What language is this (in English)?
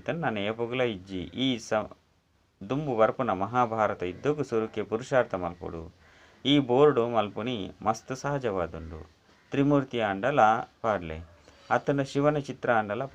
Tulu